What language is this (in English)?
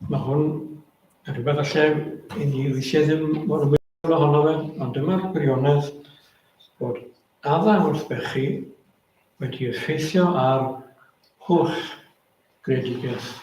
Welsh